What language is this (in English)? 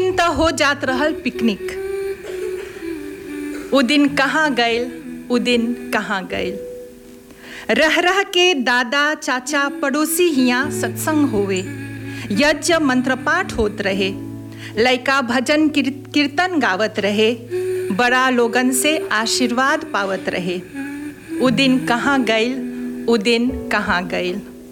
Bhojpuri